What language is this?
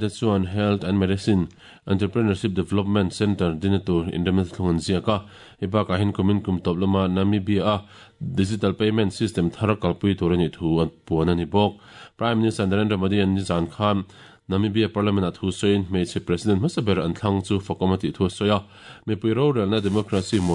Mizo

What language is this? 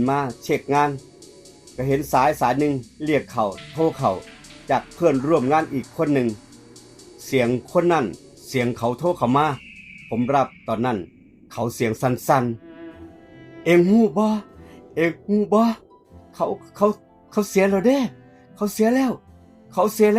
Northeastern Thai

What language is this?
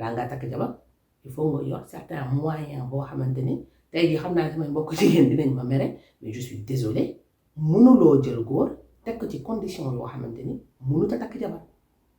Wolof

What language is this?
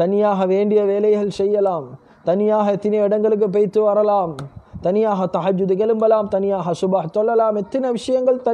Tamil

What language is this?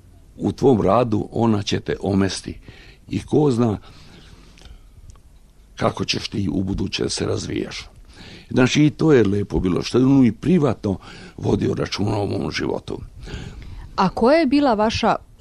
Serbian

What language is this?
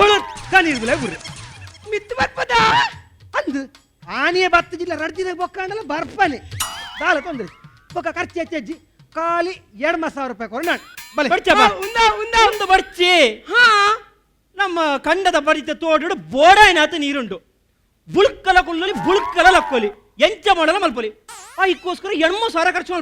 Tulu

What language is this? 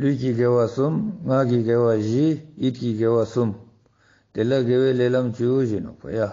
Ladakhi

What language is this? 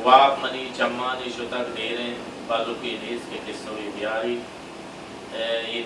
Baluchi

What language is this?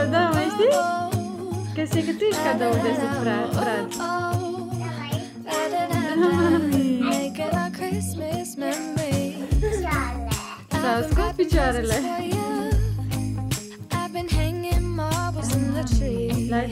Romanian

